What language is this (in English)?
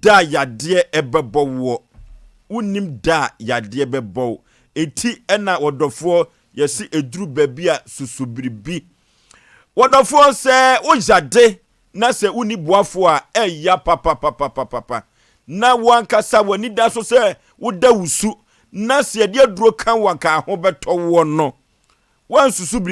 Akan